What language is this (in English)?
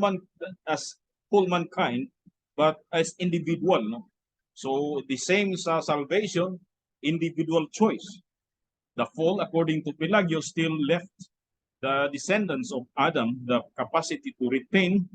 Cebuano